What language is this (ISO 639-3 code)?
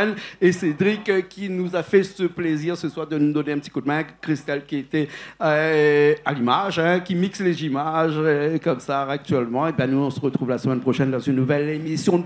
rcf